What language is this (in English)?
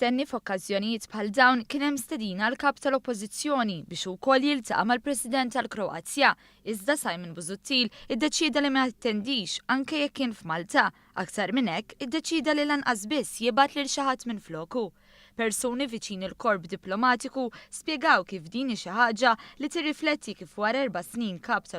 Maltese